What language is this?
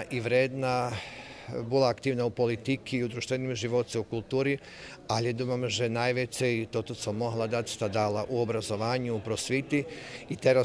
Rusyn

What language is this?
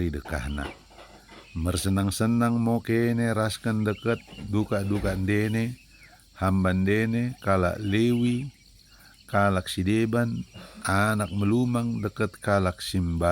Batak Dairi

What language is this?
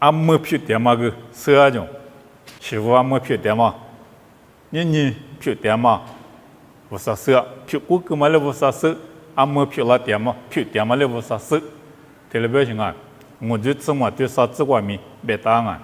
Lisu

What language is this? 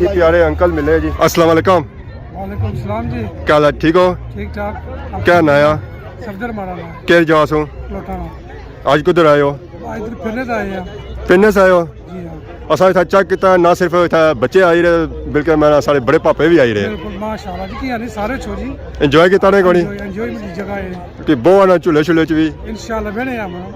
Pahari-Potwari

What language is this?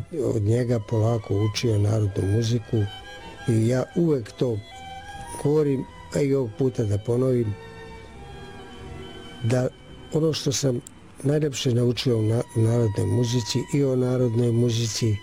Serbian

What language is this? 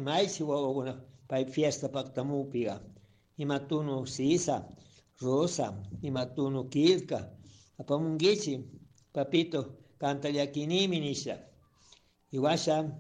Chimborazo Highland Quichua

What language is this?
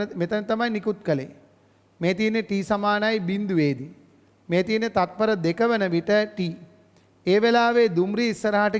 Sinhala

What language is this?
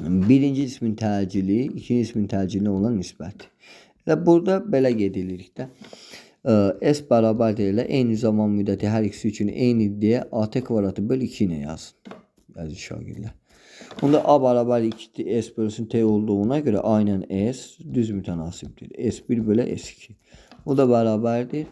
Azerbaijani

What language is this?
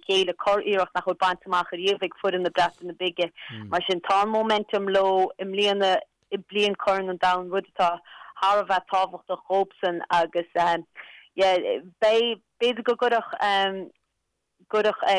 Irish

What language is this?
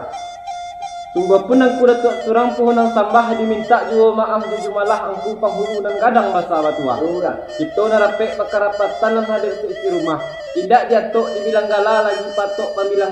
Minangkabau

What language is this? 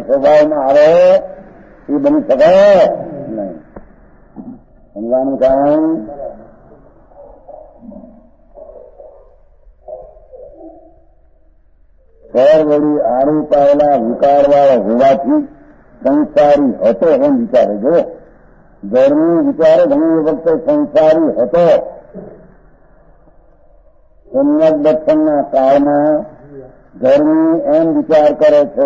Gujarati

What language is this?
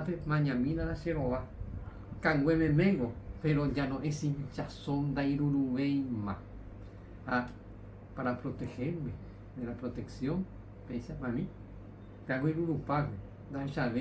Guarani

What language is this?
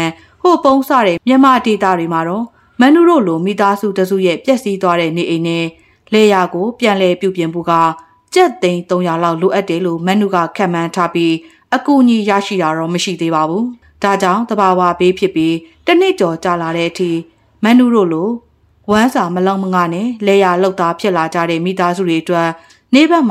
Burmese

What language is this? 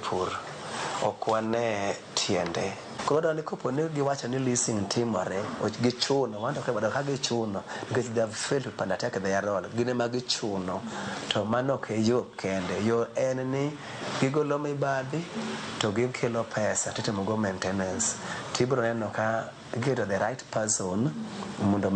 Luo (Kenya and Tanzania)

